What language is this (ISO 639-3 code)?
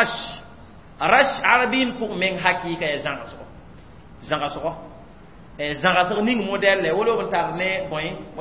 mos